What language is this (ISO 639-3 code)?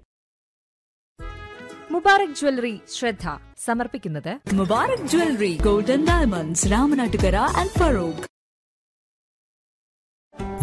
mal